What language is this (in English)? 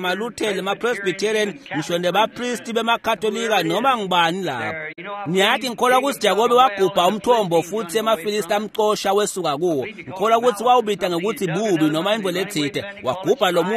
Swati